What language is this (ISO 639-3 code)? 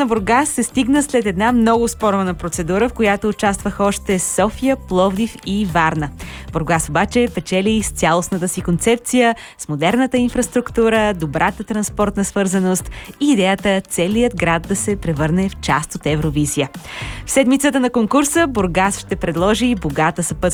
bul